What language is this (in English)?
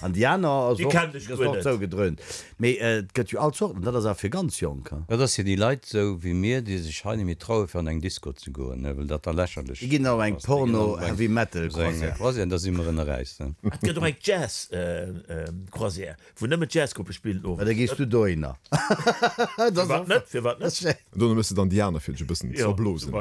Luxembourgish